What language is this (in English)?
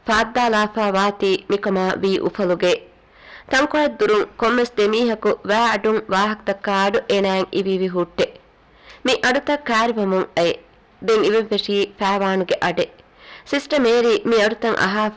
Divehi